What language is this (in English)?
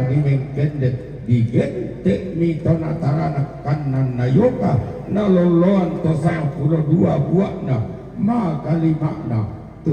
Toraja-Sa'dan